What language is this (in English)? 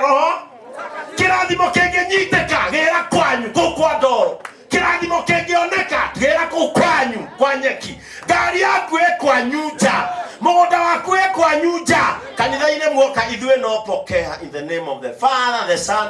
Kikuyu